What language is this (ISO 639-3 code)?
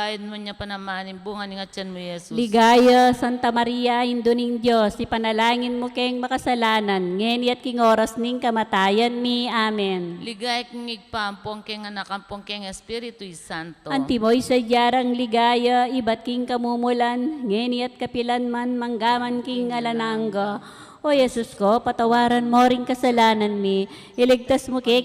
pam